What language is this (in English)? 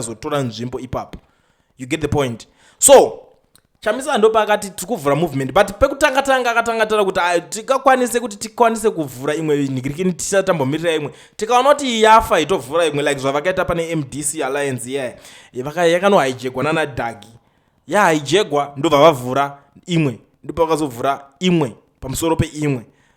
Shona